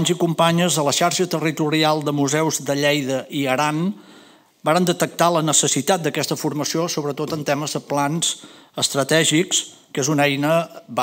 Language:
Catalan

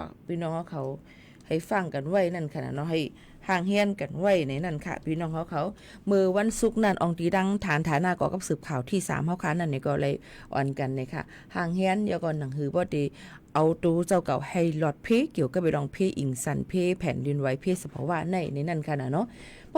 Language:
Shan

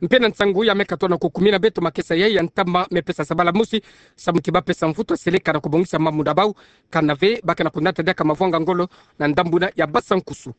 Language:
Kituba (Democratic Republic of Congo)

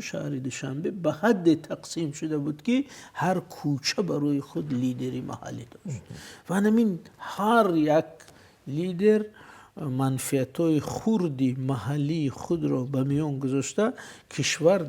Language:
Tajik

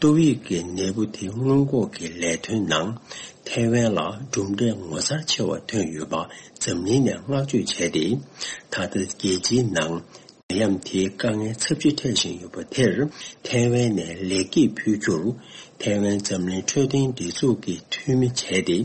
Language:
Tibetan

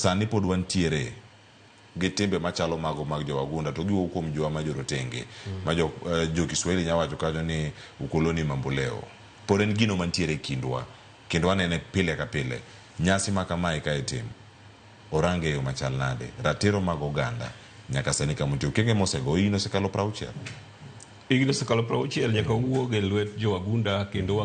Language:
Luo (Kenya and Tanzania)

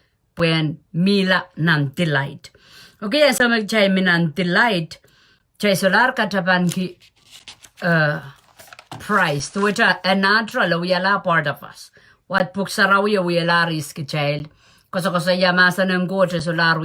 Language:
Pohnpeian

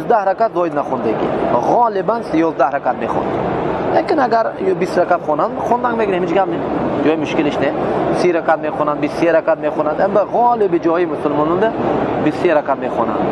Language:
Tajik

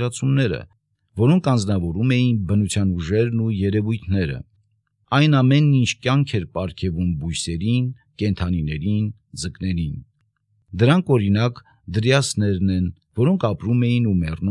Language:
Armenian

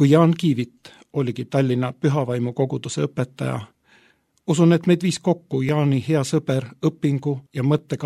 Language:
Estonian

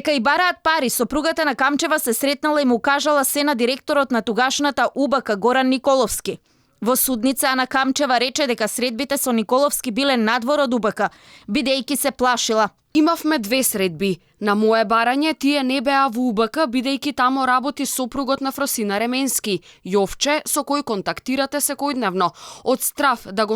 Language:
Macedonian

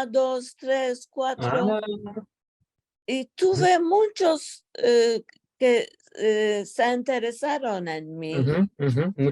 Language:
Ladino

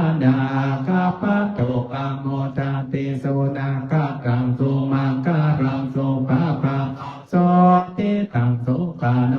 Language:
Pali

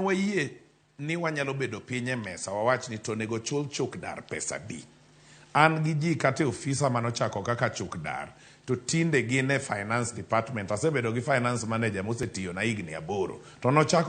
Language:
Luo (Kenya and Tanzania)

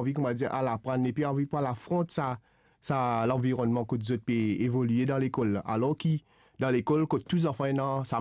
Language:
Morisyen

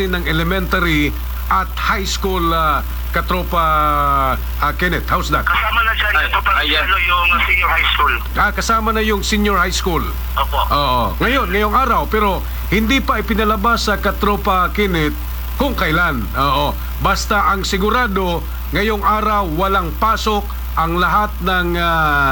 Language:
Filipino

